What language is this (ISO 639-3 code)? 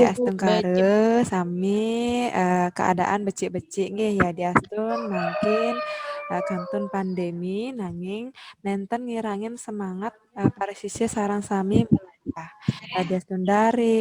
ban